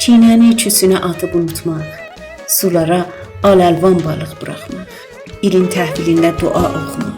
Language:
South Azerbaijani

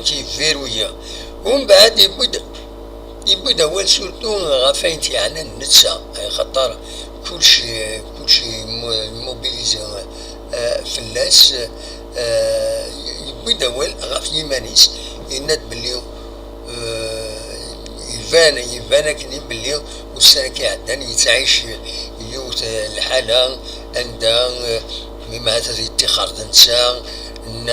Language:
Kabyle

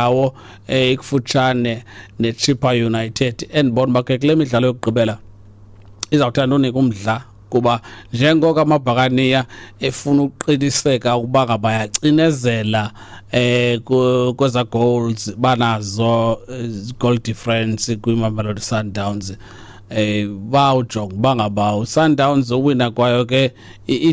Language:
Xhosa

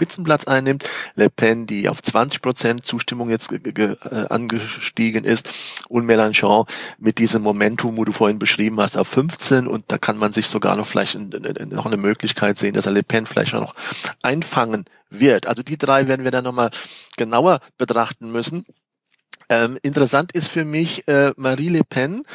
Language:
German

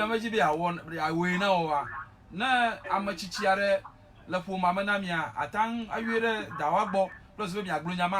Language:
Ewe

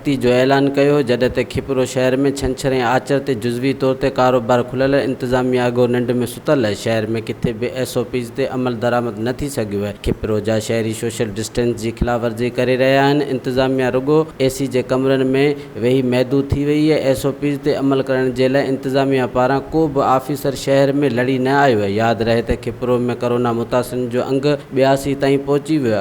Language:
Sindhi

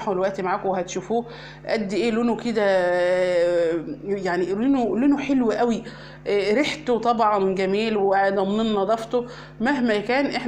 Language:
Egyptian Arabic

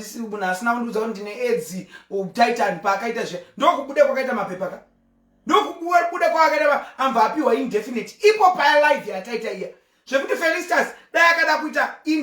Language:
Shona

